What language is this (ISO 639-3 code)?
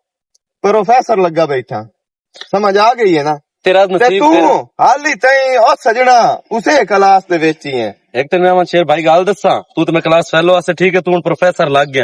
lah